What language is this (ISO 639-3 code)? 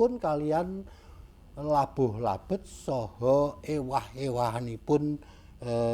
jav